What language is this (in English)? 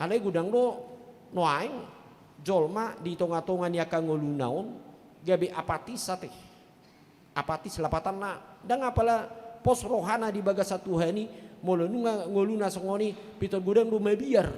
Batak Toba